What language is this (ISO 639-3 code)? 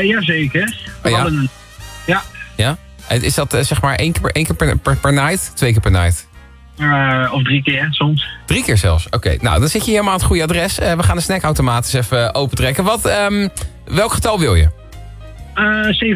nld